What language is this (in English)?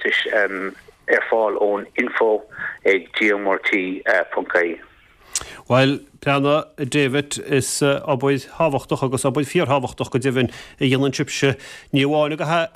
Irish